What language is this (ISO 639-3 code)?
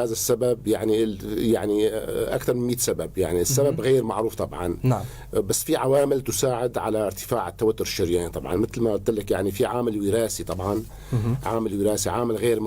apc